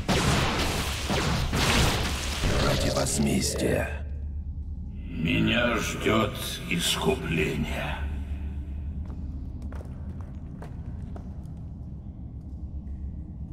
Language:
Russian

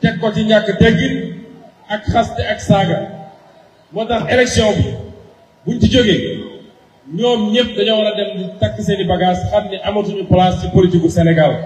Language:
Wolof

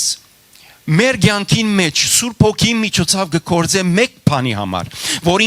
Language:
Western Armenian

